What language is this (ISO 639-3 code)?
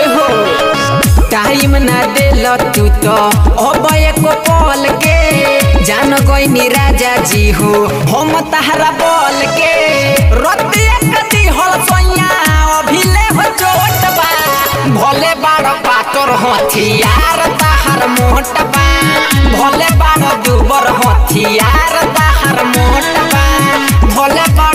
bho